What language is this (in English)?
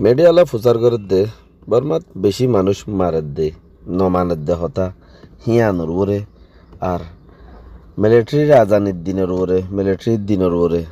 Rohingya